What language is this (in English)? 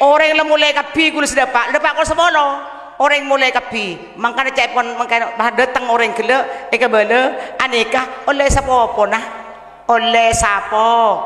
Madurese